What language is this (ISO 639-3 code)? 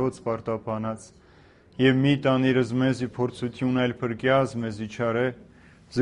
hye